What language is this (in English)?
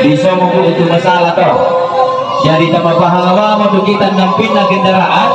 Toraja-Sa'dan